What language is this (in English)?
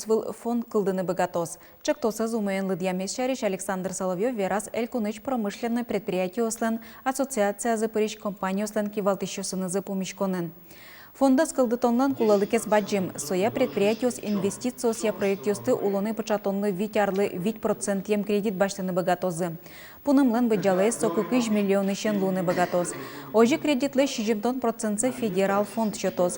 Udmurt